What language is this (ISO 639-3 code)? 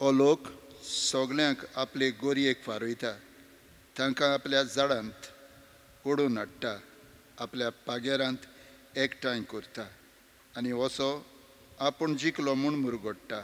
kok